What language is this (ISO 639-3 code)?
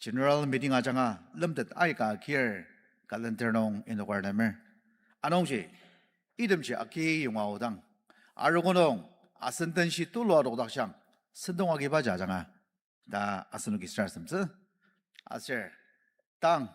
njo